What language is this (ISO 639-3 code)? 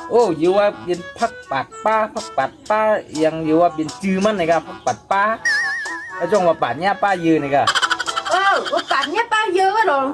shn